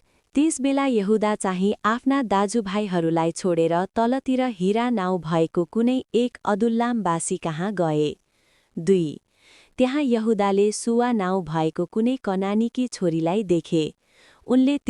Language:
Nepali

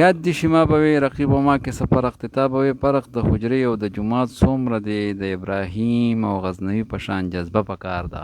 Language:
Pashto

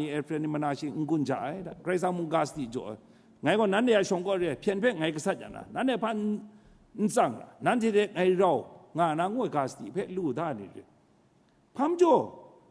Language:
Kachin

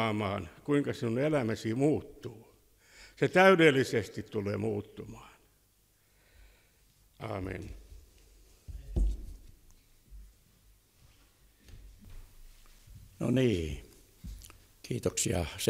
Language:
Finnish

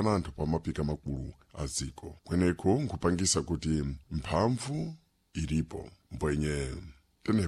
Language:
Sena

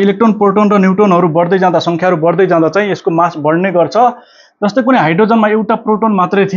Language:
Nepali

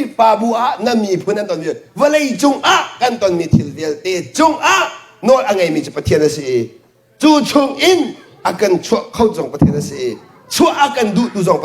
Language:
Hakha Chin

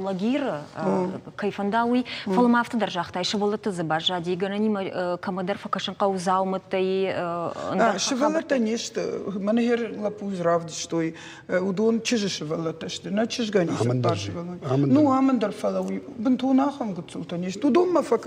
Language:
Ossetic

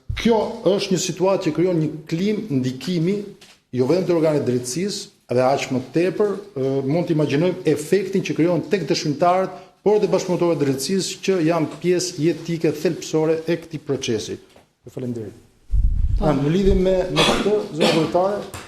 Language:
Albanian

